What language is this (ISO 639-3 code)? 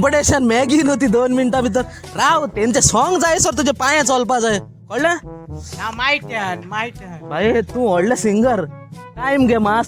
kok